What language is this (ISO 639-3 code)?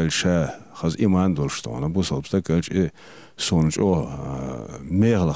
che